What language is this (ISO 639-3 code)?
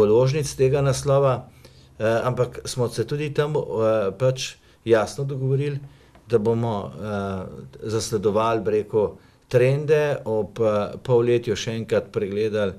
slv